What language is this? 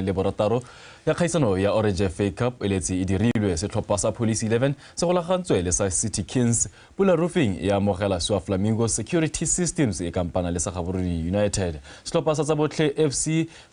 Tswana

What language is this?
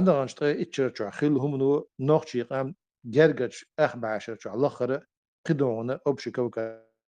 Chechen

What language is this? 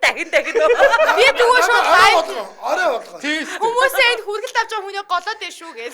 Mongolian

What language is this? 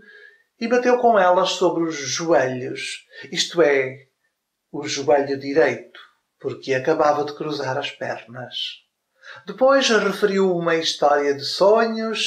Portuguese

